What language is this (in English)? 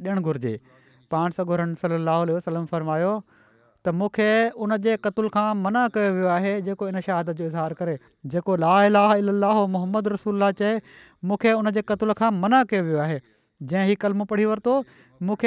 Sindhi